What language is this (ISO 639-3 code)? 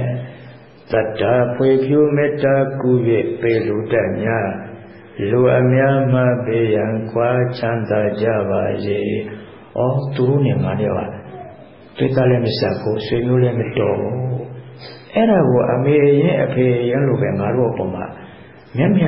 mya